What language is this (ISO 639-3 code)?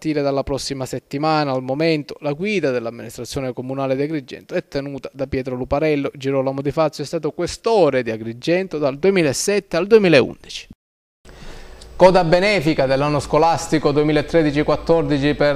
ita